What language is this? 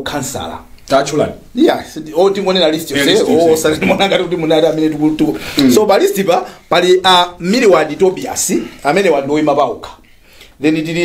Nyanja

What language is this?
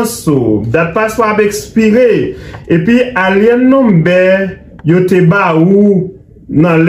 Haitian Creole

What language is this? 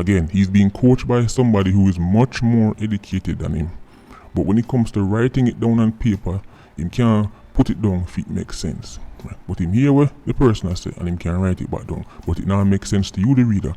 Jamaican Creole English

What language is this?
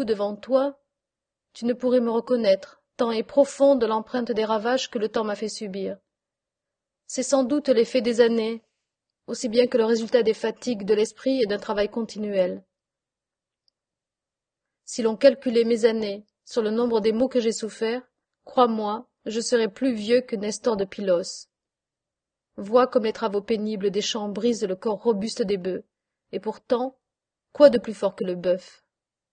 French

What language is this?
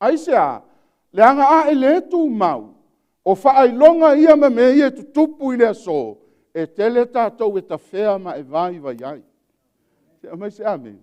Samoan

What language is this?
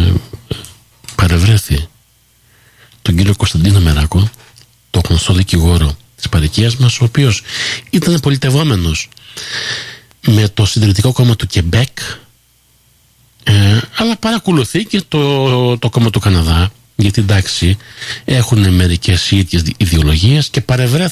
Greek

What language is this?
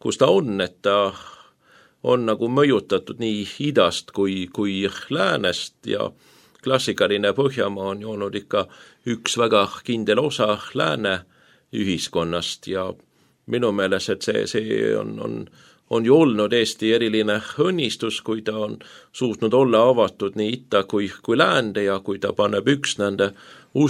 Estonian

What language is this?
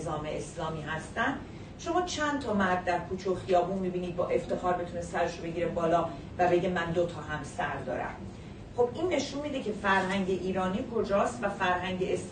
Persian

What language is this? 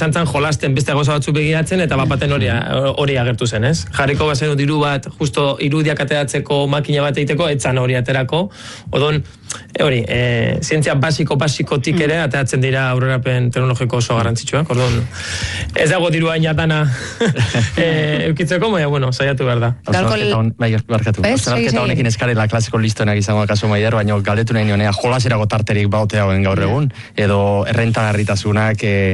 Basque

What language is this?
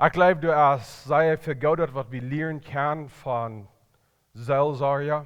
Plautdietsch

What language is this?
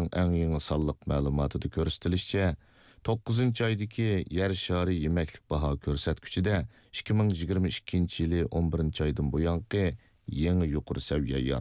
Uyghur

